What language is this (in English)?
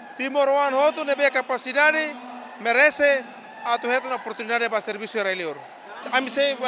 Tetum